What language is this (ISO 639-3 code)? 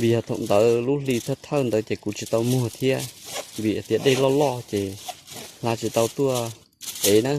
hmn